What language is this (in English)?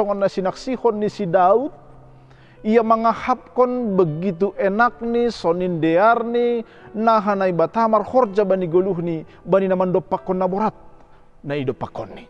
Batak Simalungun